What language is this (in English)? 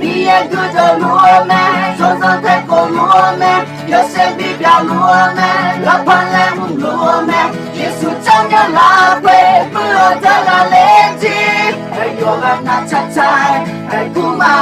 Akha